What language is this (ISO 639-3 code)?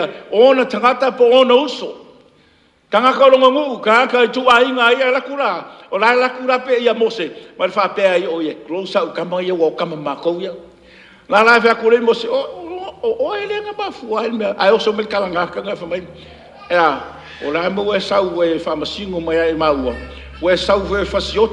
smo